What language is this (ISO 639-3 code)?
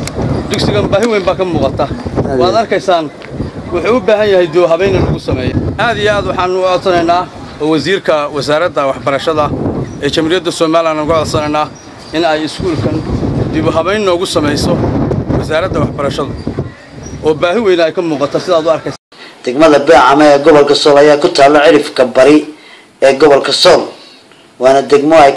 som